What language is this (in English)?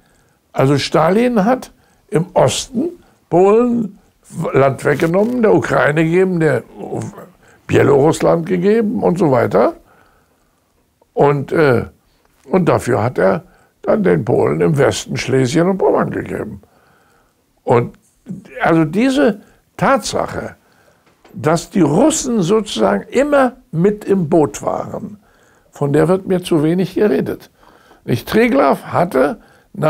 German